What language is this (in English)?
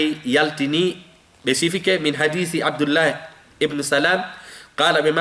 Fula